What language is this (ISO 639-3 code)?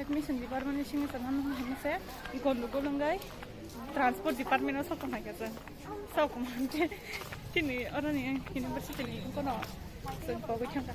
trp